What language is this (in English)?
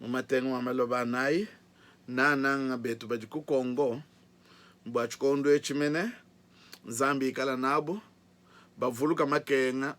Luba-Lulua